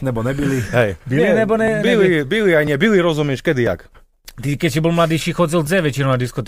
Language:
Slovak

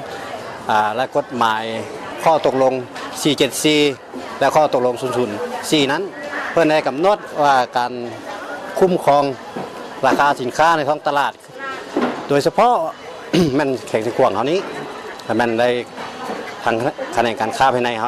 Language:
Lao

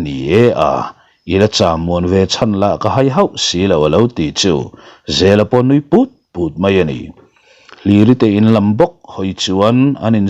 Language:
Mizo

